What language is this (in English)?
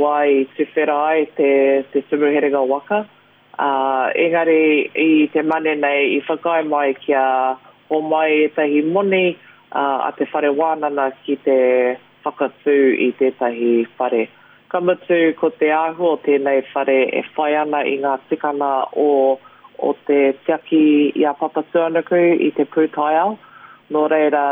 Māori